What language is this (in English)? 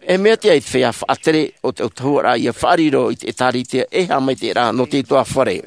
Tahitian